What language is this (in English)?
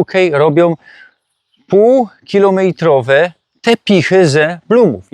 Silesian